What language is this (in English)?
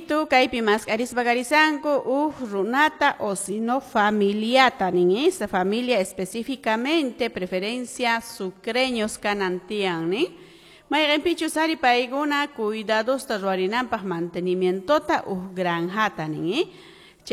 Quechua